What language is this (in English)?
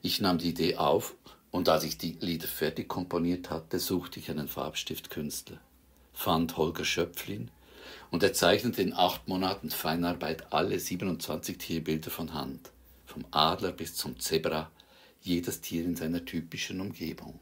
Swiss German